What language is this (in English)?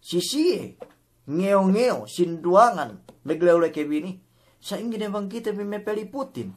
Yakan